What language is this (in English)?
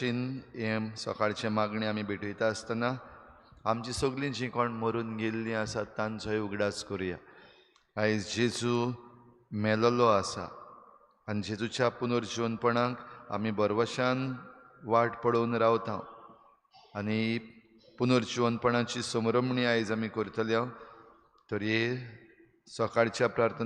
Konkani